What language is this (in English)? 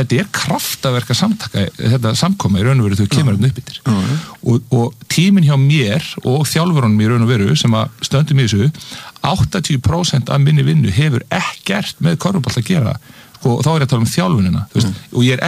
Icelandic